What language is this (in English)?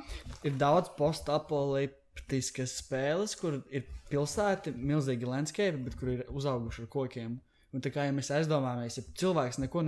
Latvian